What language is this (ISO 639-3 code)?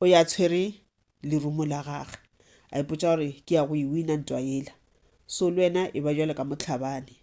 nso